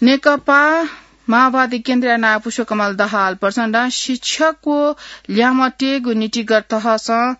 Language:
Newari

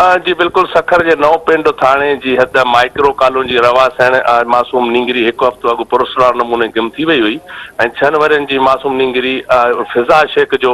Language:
Sindhi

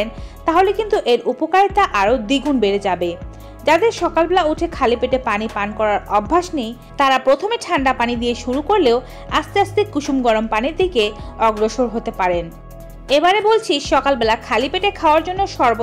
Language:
Bangla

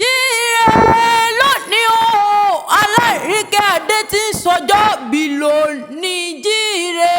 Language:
Yoruba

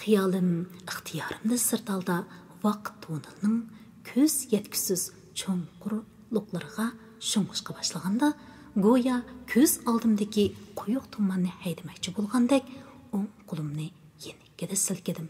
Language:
Uyghur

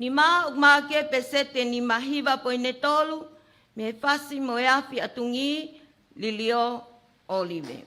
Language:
Tongan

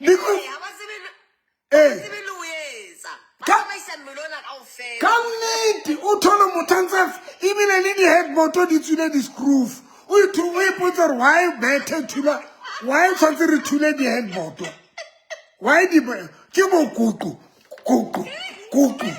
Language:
Southern Sotho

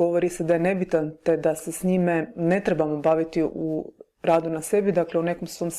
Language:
Croatian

